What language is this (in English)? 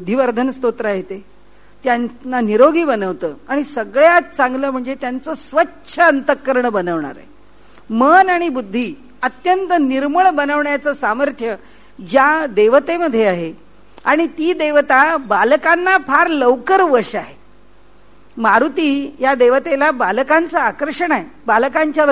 Marathi